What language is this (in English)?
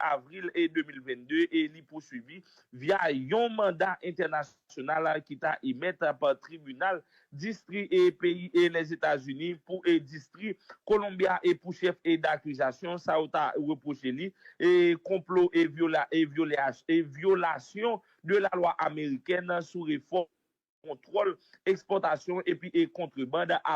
Haitian Creole